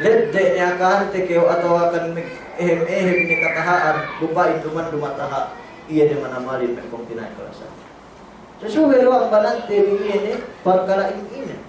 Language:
Yakan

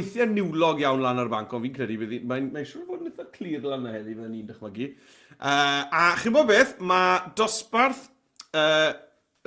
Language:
Welsh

